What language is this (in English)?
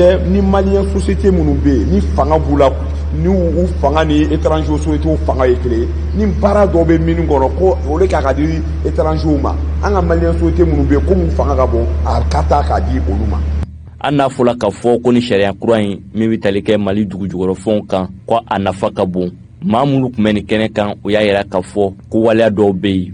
Bambara